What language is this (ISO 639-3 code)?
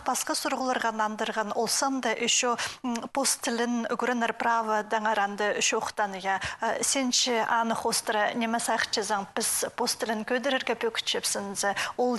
kjh